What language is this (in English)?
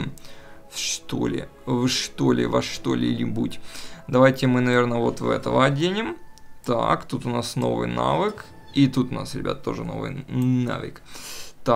Russian